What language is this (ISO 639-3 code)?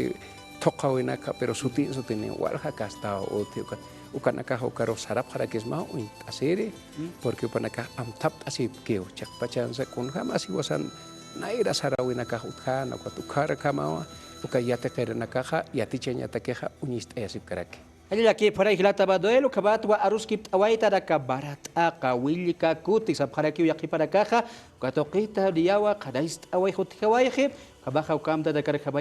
aym